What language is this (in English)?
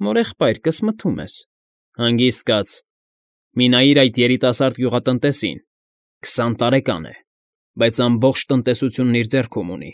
Armenian